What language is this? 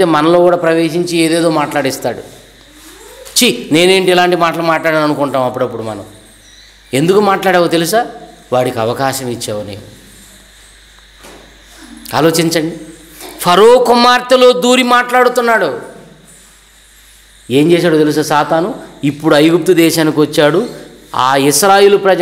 Telugu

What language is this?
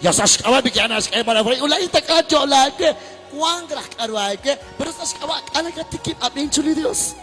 Kekchí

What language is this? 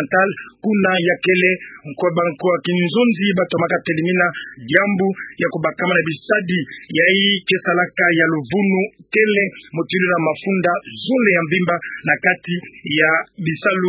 Kituba (Democratic Republic of Congo)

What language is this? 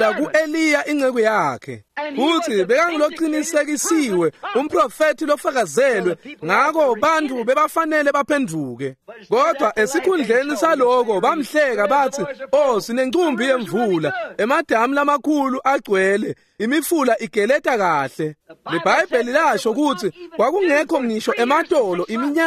Swati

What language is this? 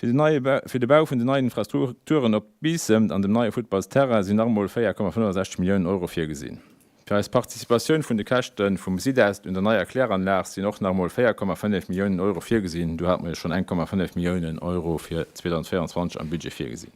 Luxembourgish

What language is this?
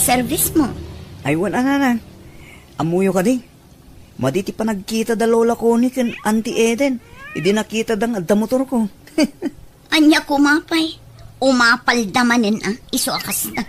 Iloko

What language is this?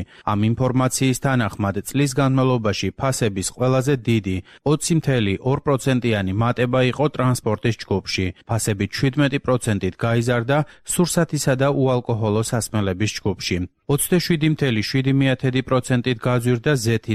Georgian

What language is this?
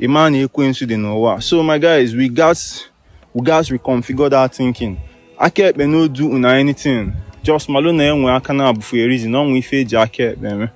Igbo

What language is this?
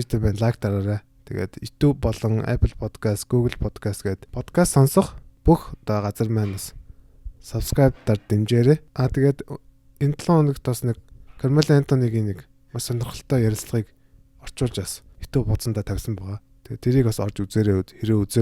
Mongolian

